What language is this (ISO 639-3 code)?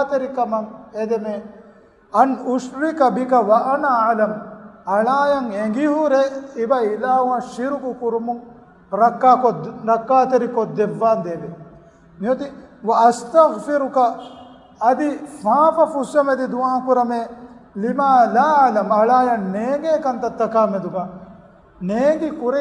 div